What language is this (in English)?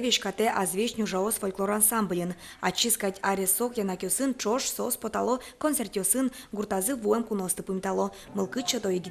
Udmurt